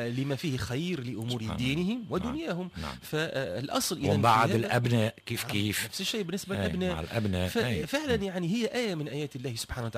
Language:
Tunisian Arabic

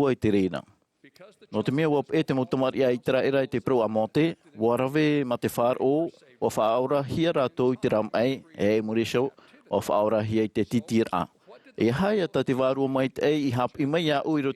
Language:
Tahitian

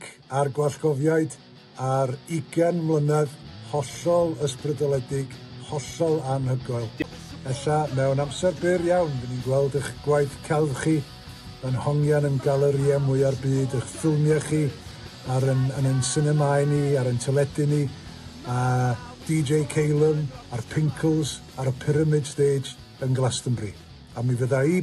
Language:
Welsh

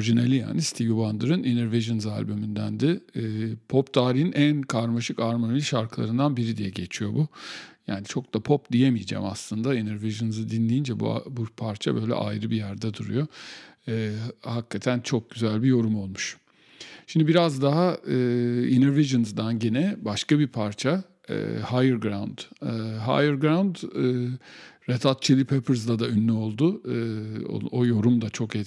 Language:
Turkish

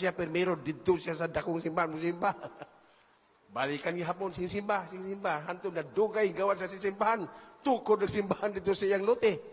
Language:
Cebuano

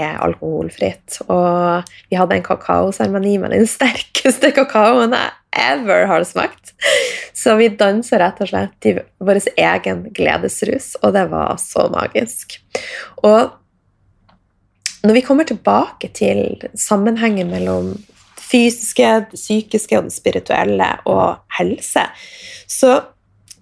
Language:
Norwegian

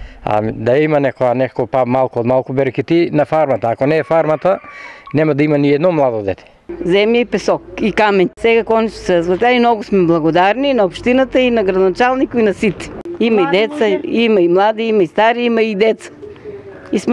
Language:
Macedonian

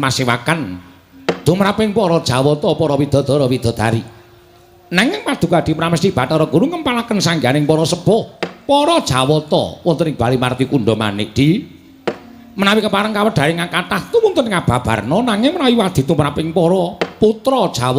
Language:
Javanese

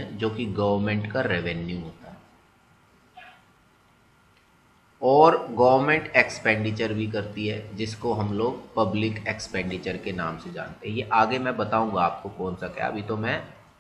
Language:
Hindi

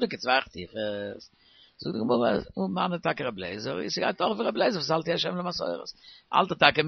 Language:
Yiddish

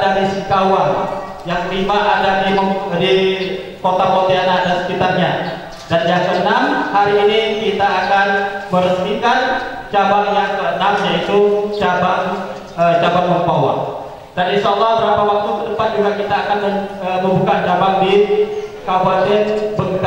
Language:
Indonesian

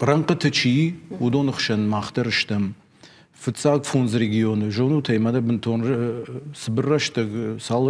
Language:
Ossetic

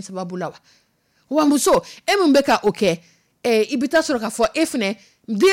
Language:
Dyula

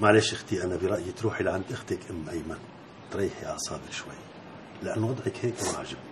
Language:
North Levantine Arabic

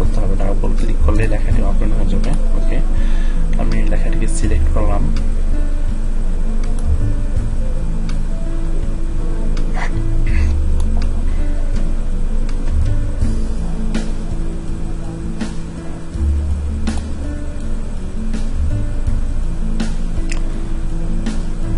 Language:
Bangla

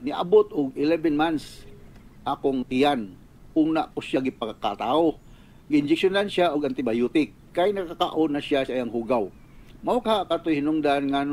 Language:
Cebuano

